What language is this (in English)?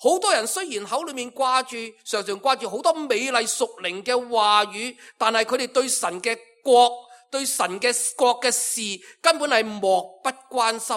Cantonese